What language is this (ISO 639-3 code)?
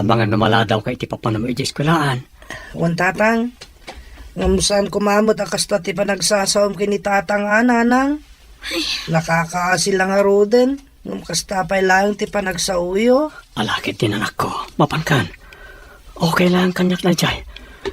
ilo